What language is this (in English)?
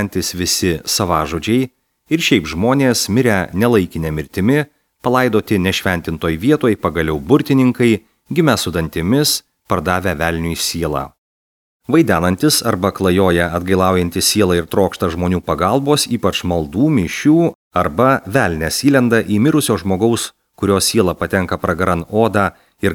Lithuanian